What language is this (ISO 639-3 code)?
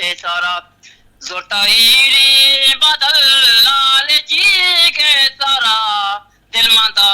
bgp